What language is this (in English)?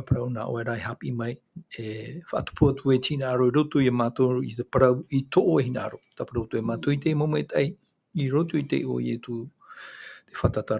Tahitian